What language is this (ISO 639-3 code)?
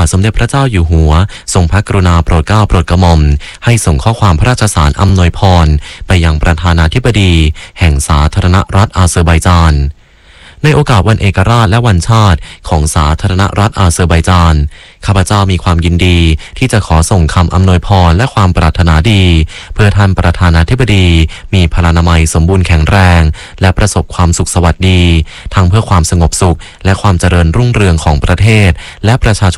tha